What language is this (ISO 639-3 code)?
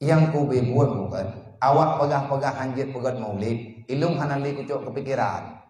ace